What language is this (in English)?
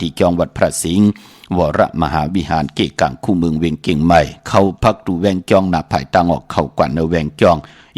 Shan